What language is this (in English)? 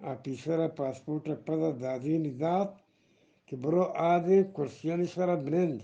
Eastern Balochi